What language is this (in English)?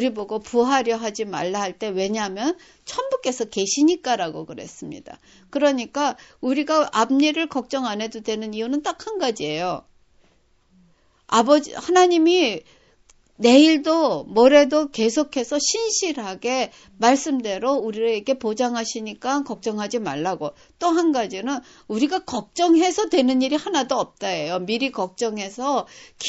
Korean